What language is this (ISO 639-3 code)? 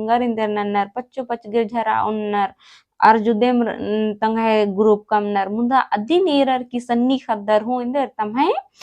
kru